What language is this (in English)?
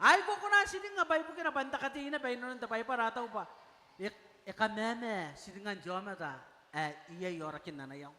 Gilbertese